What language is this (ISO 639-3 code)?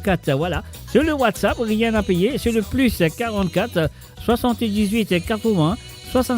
mfe